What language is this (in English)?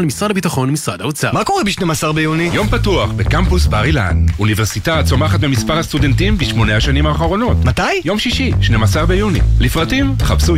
Hebrew